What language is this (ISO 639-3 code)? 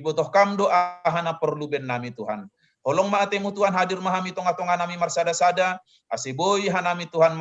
bts